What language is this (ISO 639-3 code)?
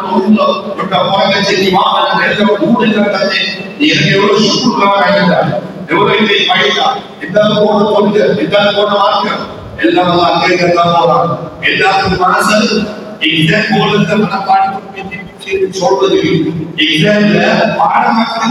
tam